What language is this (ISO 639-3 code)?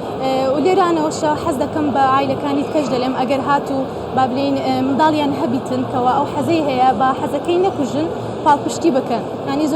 ckb